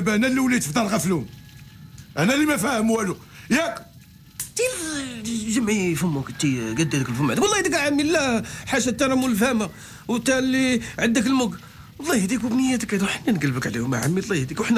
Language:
Moroccan Arabic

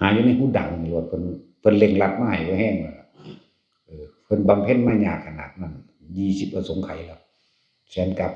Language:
Northeastern Thai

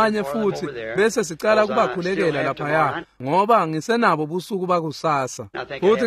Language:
Swati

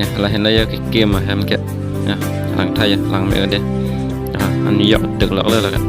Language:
Karbi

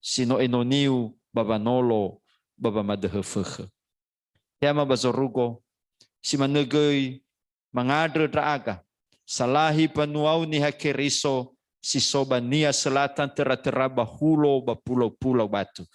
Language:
Nias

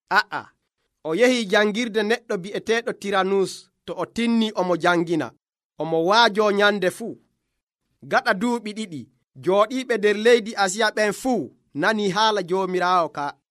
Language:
Nigerian Fulfulde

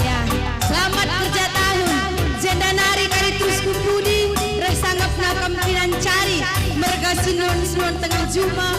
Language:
Batak Karo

